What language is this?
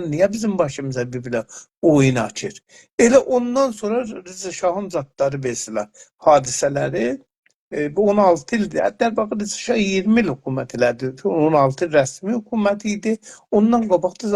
South Azerbaijani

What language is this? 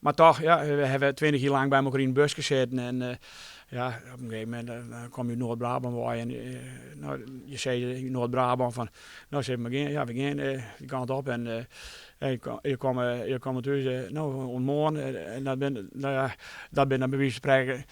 Western Frisian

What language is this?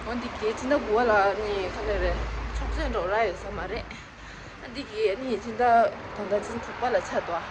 Tibetan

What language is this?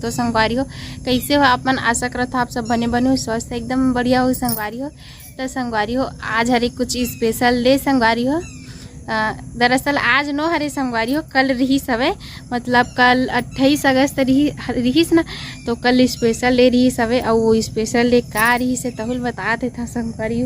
Chhattisgarhi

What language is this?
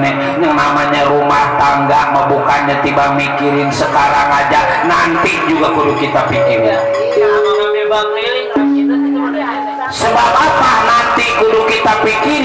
Betawi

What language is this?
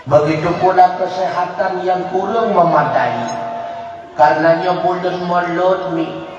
Achinese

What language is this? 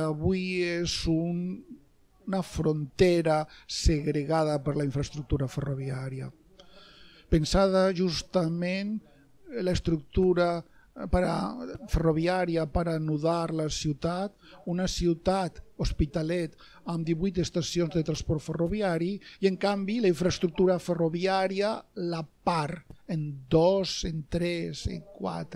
Catalan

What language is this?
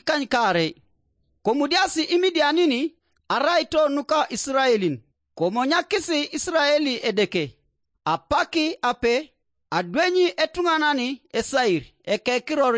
Teso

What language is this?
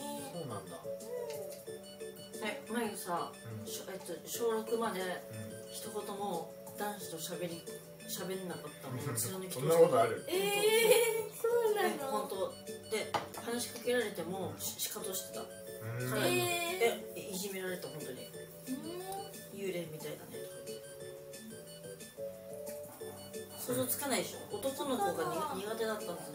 Japanese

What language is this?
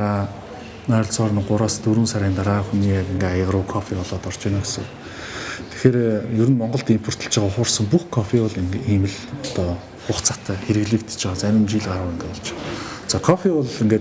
Mongolian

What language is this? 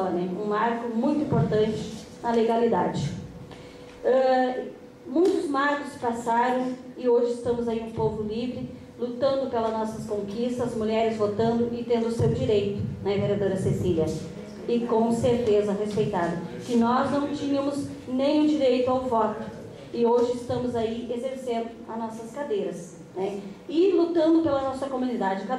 Portuguese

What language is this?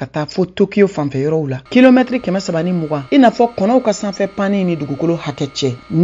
Bambara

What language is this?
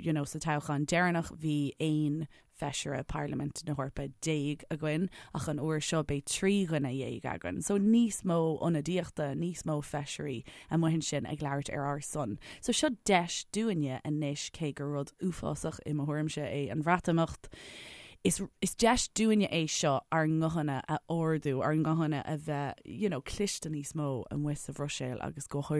Irish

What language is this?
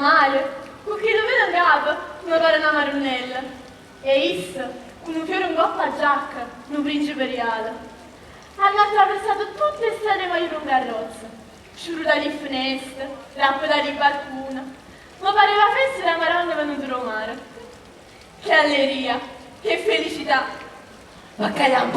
Neapolitan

